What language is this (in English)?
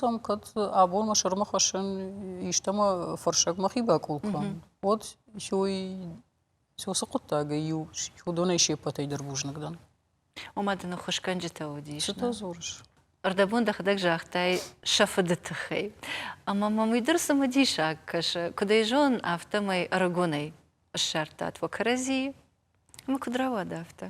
Ossetic